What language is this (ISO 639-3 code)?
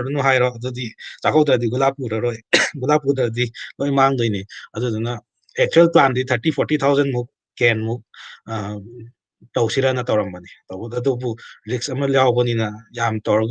mni